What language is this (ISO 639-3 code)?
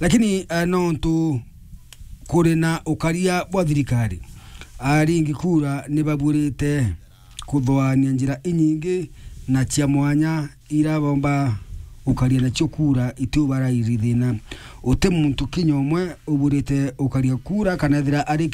mer